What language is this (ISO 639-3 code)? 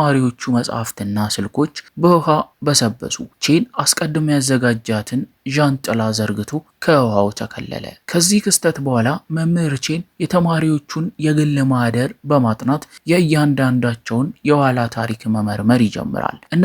amh